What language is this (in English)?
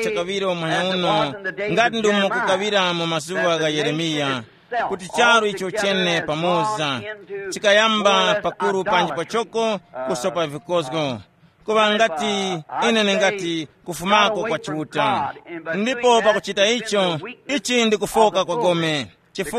Tumbuka